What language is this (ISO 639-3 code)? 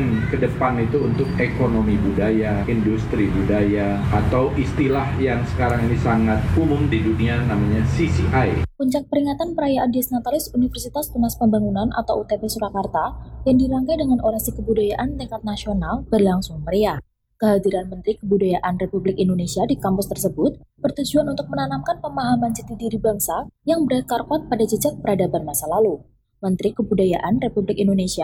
ind